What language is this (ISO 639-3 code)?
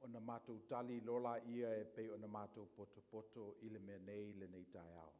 smo